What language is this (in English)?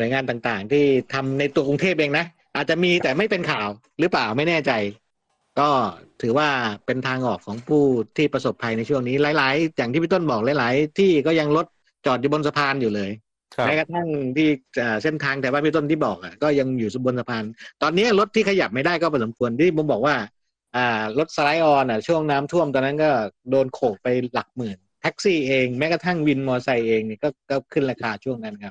Thai